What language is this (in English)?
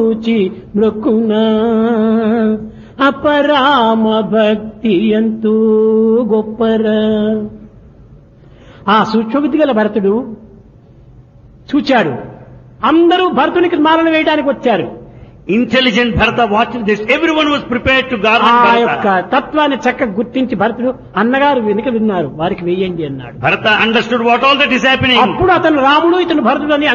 Telugu